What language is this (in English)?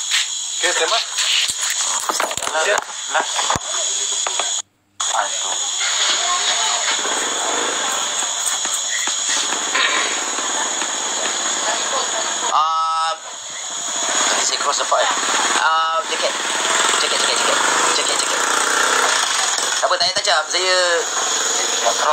Malay